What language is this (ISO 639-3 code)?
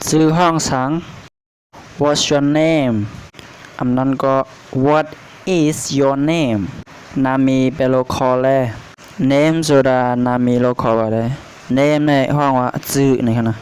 shn